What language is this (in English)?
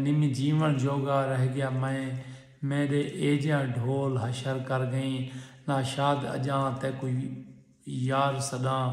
Saraiki